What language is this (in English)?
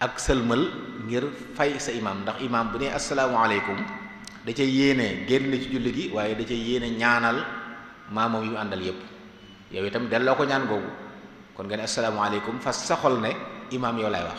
Wolof